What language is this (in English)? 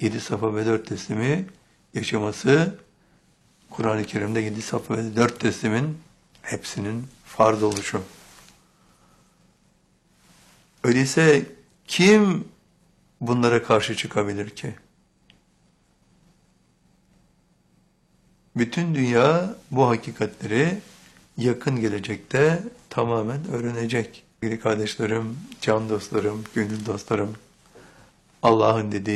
Turkish